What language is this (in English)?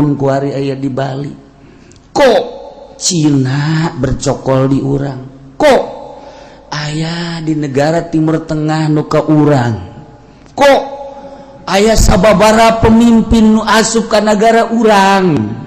Sundanese